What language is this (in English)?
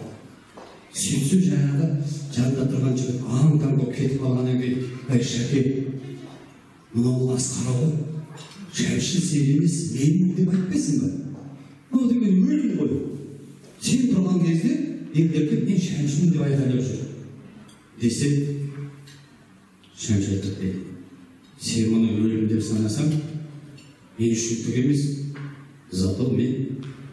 Kazakh